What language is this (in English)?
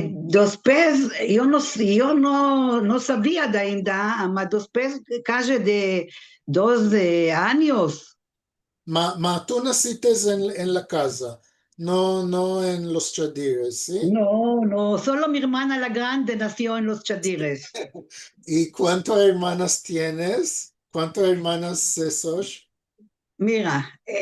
Ladino